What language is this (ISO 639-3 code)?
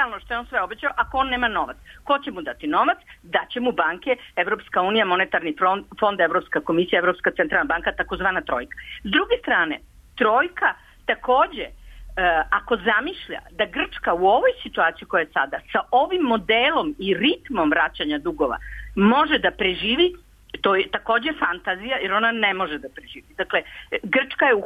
srp